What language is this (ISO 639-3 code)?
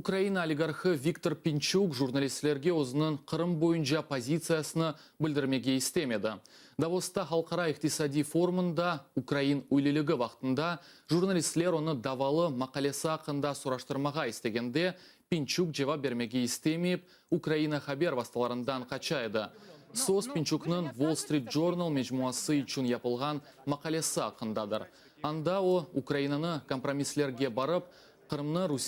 crh